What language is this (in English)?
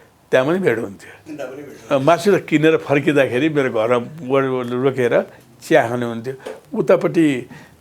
Nepali